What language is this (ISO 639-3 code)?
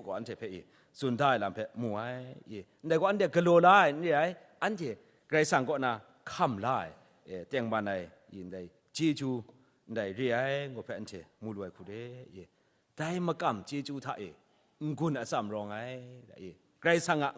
kac